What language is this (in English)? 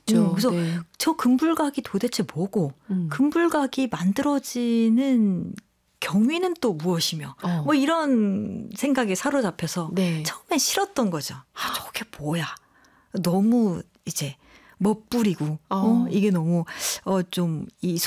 Korean